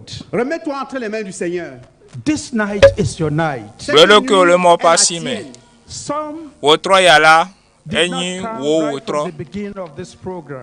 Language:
Ewe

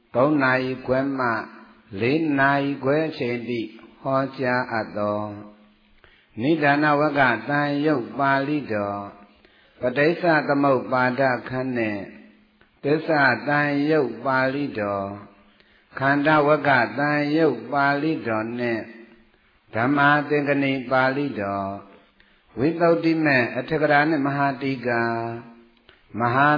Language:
Burmese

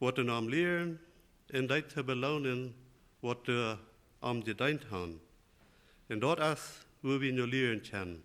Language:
Plautdietsch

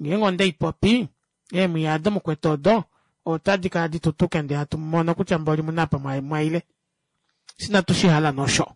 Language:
Kuanyama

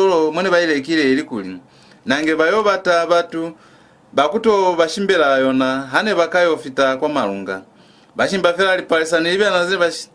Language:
Lozi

